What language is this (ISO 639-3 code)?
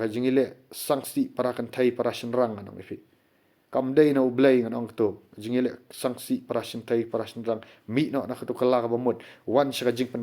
kha